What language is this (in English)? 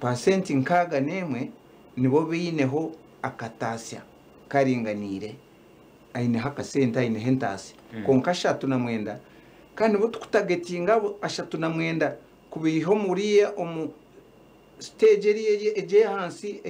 Nyankole